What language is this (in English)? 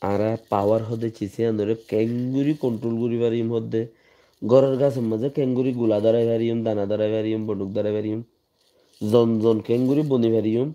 Rohingya